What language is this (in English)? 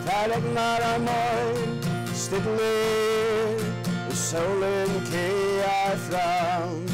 Faroese